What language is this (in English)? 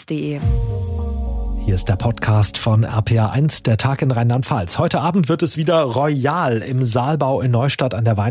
German